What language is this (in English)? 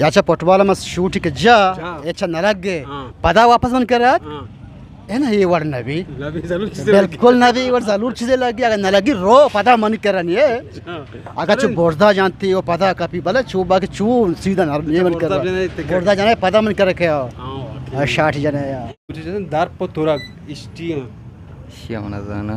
Eastern Balochi